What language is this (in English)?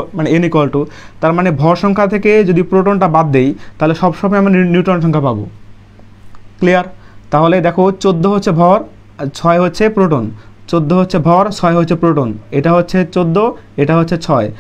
Bangla